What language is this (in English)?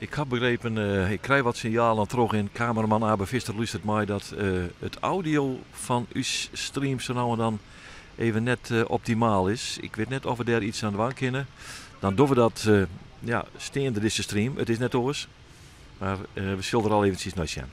Western Frisian